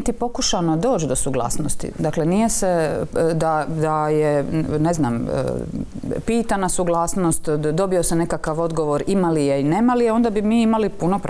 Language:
Croatian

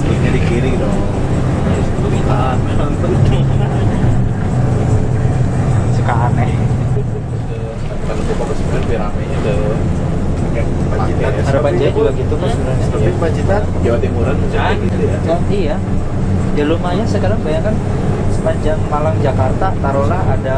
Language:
Indonesian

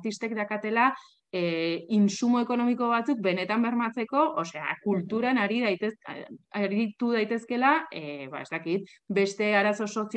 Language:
Basque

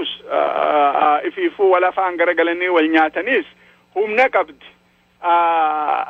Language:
Oromo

